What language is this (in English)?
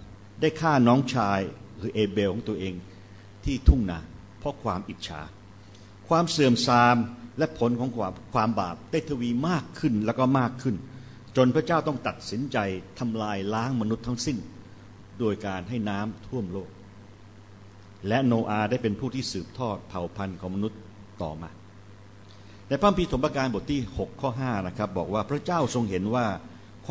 Thai